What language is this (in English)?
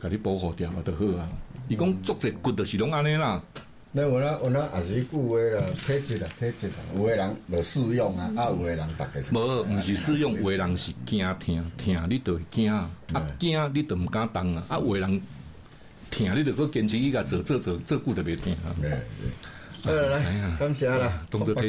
Min Nan Chinese